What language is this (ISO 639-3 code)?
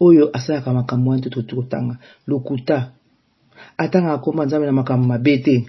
lin